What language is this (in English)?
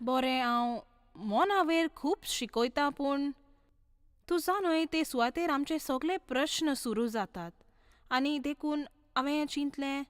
Konkani